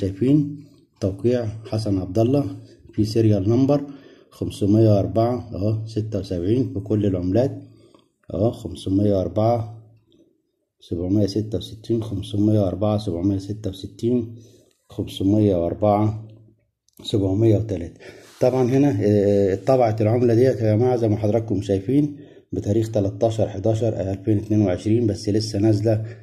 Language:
Egyptian Arabic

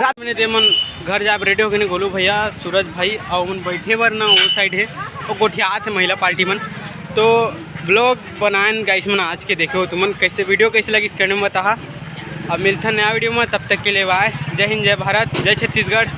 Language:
Chhattisgarhi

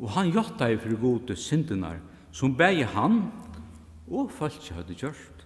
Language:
Faroese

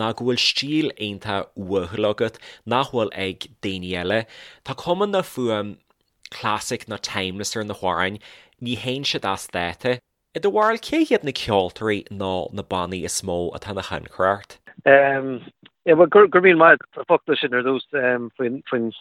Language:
Irish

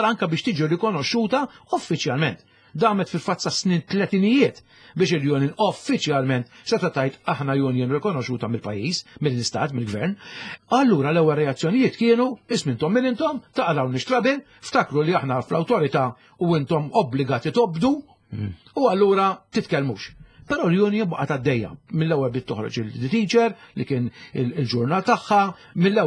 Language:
Maltese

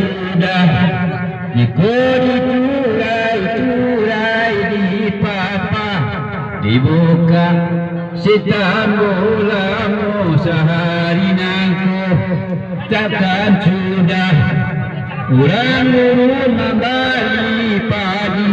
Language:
Minangkabau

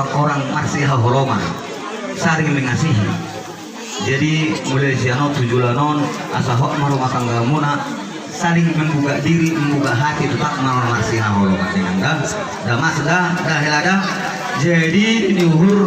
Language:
Batak Toba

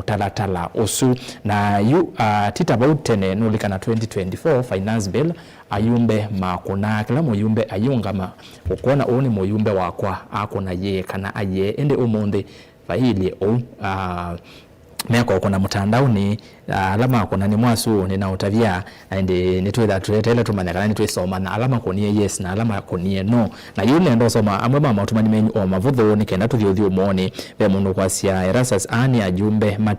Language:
Kamba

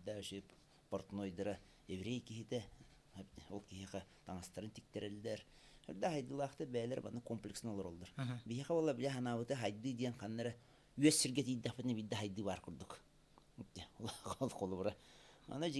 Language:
Yakut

